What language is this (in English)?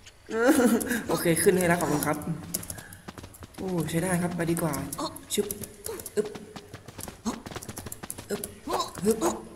Thai